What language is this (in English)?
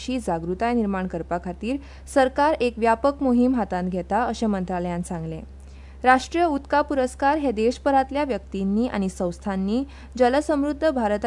Konkani